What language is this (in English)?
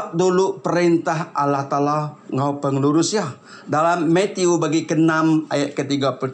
Iban